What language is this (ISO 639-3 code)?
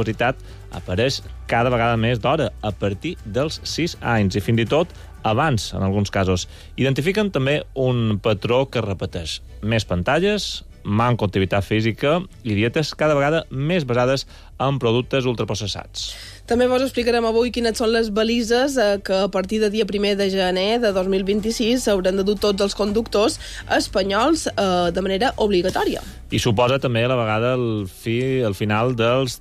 cat